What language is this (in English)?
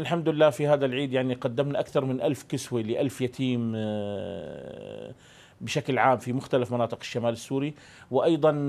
Arabic